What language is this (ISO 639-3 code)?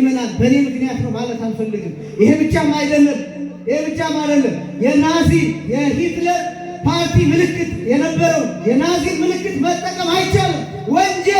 amh